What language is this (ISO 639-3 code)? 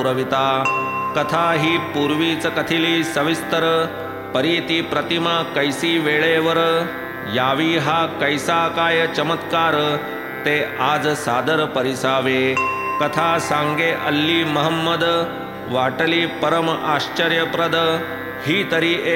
mar